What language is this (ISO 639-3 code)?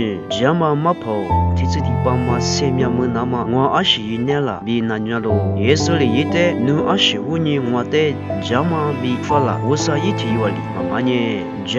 lis